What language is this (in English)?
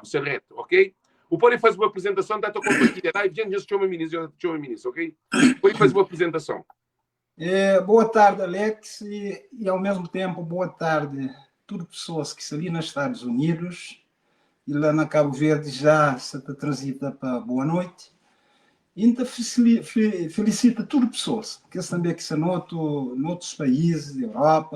Kabuverdianu